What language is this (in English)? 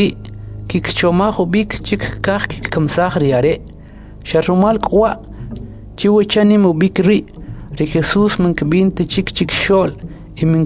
Kʼicheʼ